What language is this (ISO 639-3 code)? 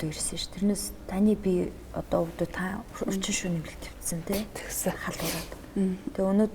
mon